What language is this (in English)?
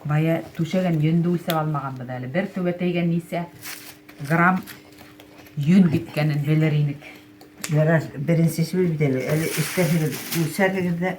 Bashkir